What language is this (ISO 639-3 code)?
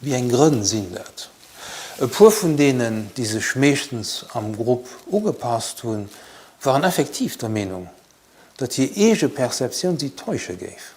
ltz